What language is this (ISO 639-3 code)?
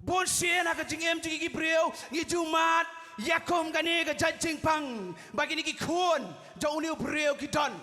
kha